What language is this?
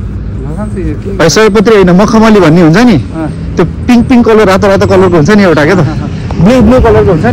Nepali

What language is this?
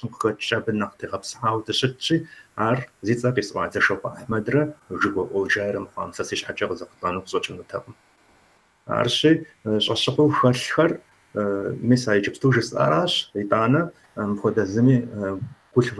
Kabardian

